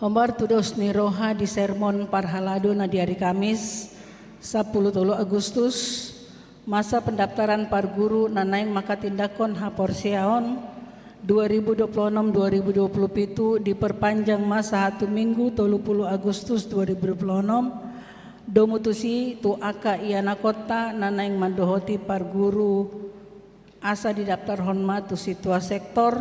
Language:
Batak Toba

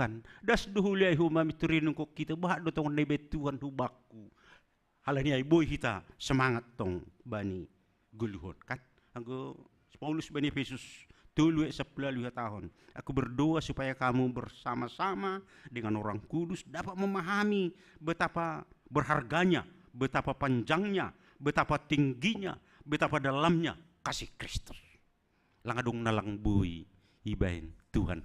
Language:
Batak Simalungun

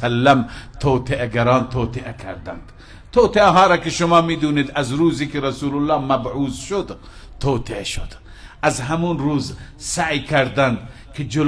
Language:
Persian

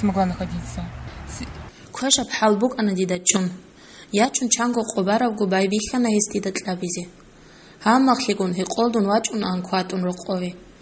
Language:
Avaric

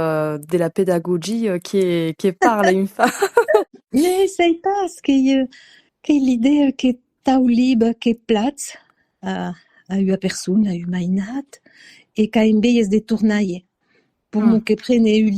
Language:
Occitan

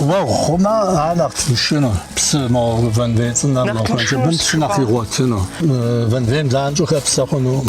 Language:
Kabardian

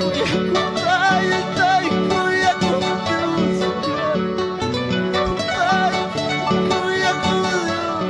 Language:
Ayacucho Quechua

